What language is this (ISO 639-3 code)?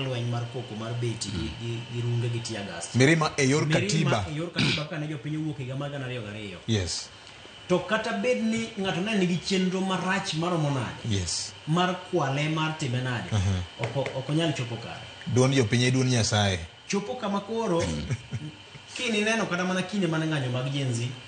luo